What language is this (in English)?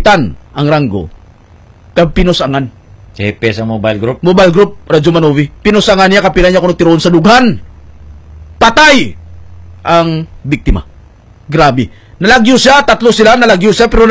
Hiligaynon